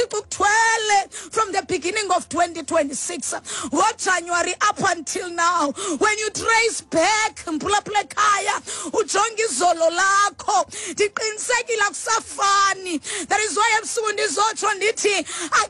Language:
Xhosa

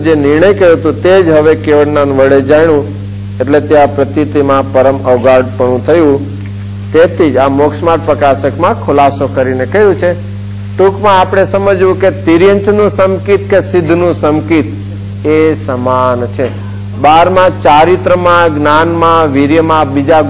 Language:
Gujarati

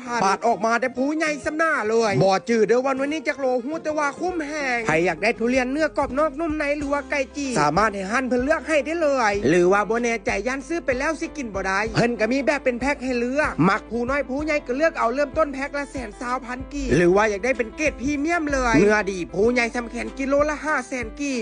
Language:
Lao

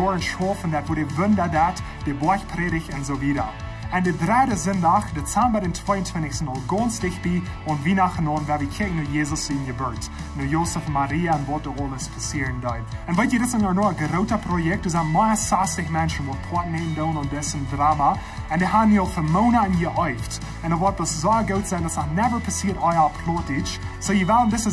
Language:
Plautdietsch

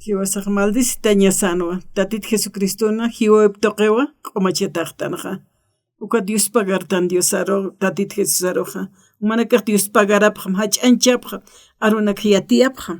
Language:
Aymara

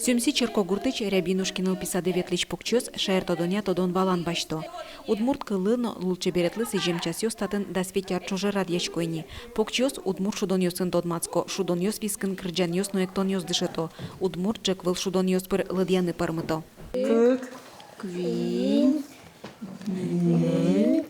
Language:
Udmurt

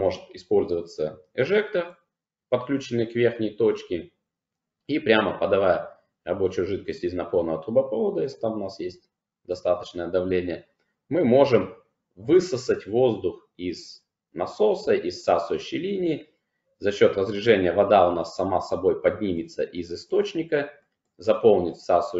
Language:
Russian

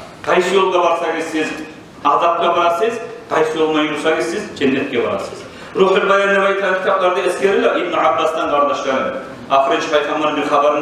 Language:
Kumyk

